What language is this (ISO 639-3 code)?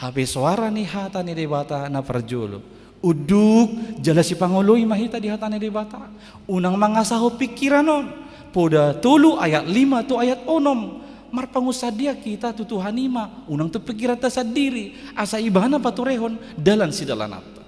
bbc